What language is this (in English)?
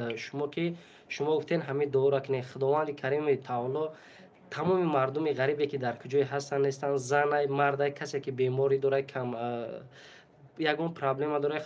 Tajik